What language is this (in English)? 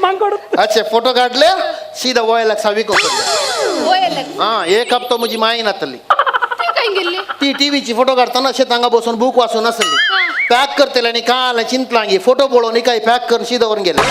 Konkani